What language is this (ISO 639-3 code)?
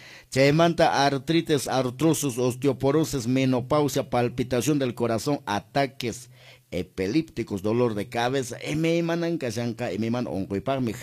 que